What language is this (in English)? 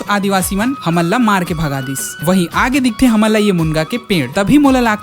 Chhattisgarhi